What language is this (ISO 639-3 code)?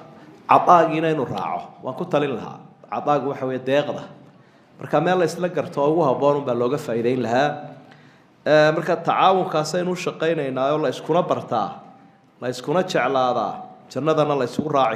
som